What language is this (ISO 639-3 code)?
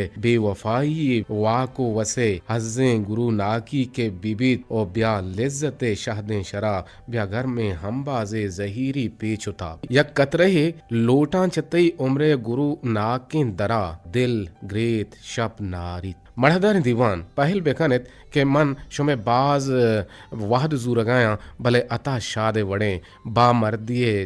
bgp